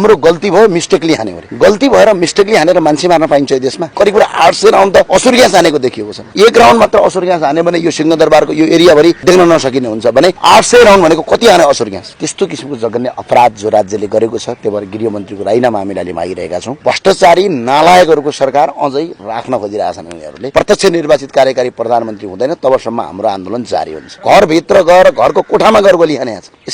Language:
Nepali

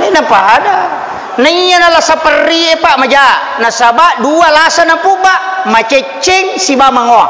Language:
Buginese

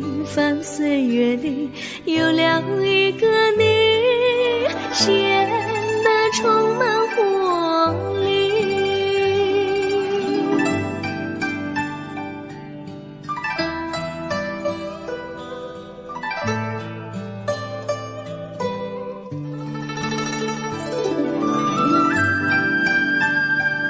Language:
Chinese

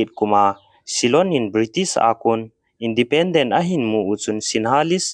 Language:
Thado Chin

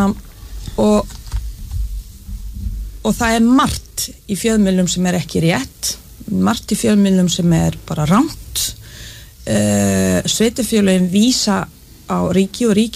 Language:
Icelandic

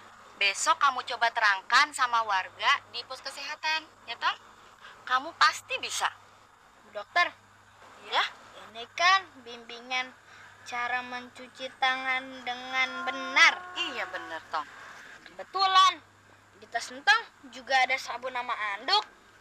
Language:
Betawi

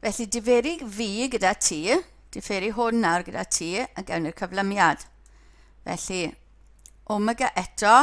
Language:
Welsh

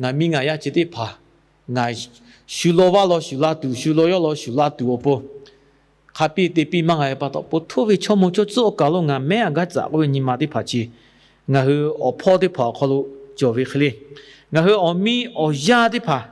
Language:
Lahu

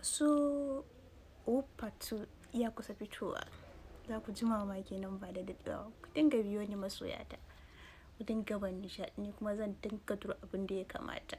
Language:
Hausa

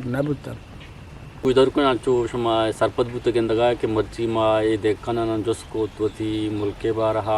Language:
Eastern Balochi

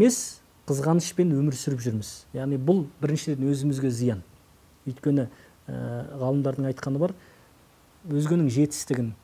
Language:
Kazakh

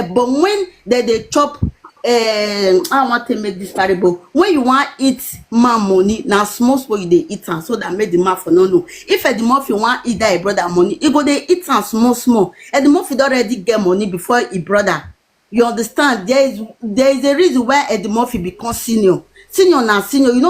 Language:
Nigerian Pidgin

